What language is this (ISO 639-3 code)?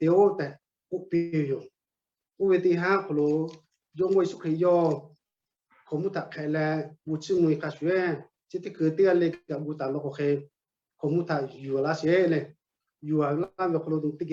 lhu